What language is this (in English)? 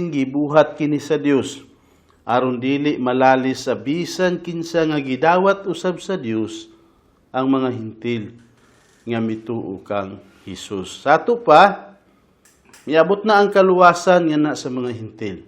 Cebuano